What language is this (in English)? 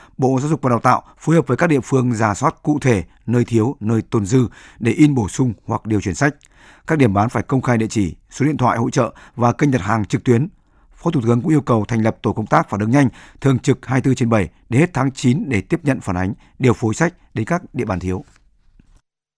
Vietnamese